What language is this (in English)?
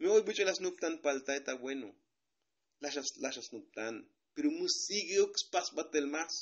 Tzotzil